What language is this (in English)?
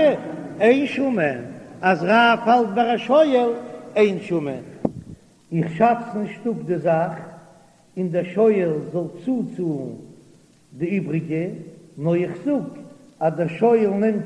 Yiddish